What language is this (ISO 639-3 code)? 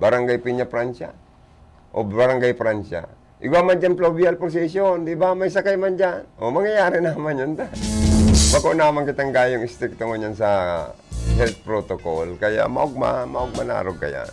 bik